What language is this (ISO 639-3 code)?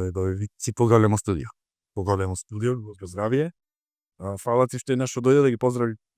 mkd